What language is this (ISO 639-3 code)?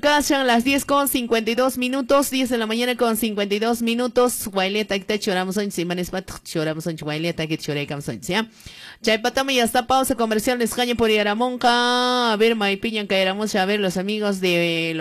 que